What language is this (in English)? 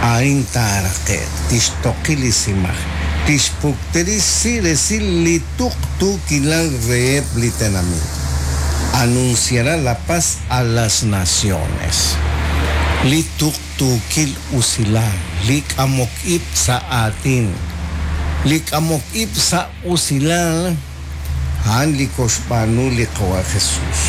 Kekchí